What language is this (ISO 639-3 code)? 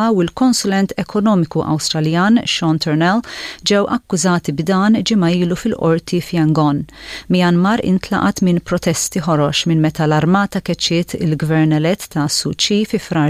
mlt